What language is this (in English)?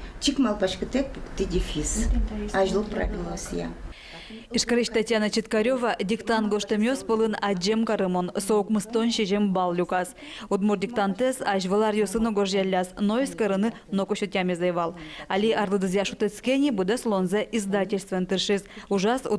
Udmurt